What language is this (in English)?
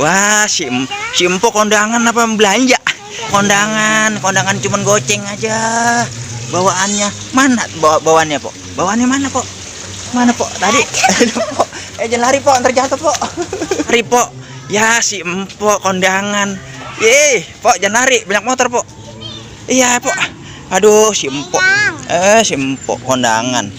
Betawi